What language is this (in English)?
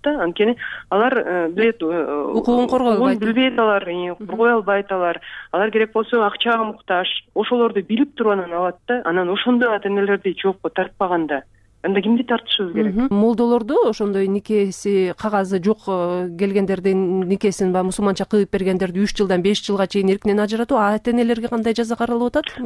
Kyrgyz